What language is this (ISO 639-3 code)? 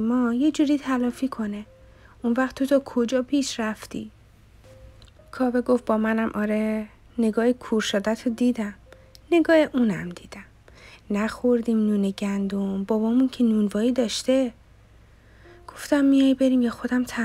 fas